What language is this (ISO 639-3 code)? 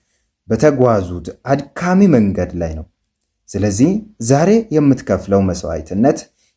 amh